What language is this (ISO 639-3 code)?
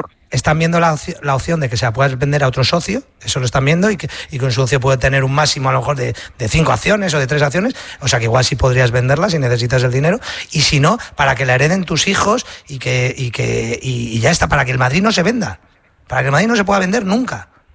spa